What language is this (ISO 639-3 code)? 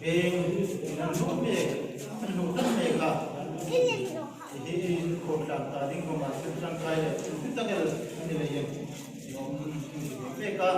hmr